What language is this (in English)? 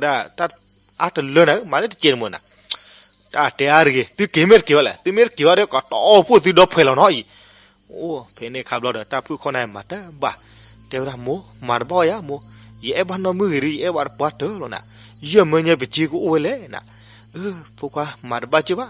S'gaw Karen